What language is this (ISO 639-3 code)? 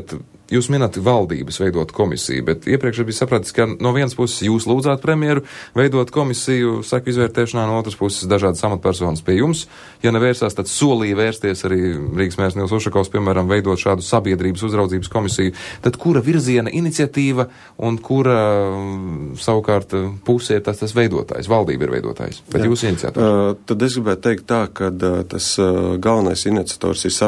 lav